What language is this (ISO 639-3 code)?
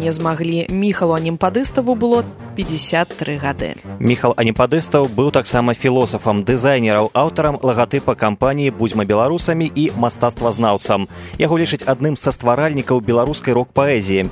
bel